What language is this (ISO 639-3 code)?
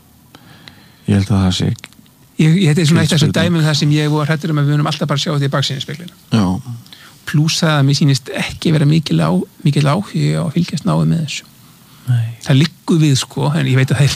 isl